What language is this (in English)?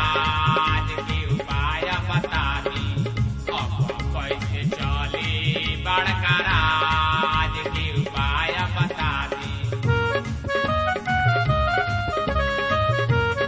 Bhojpuri